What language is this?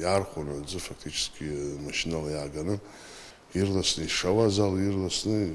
Abkhazian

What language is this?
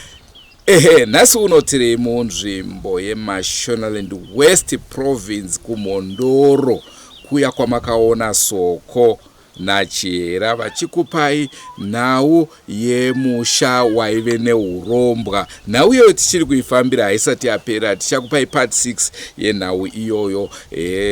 Shona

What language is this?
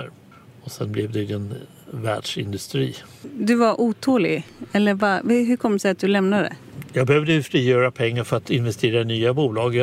Swedish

